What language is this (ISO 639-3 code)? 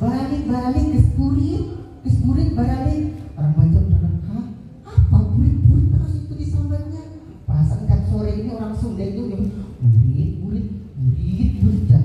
bjn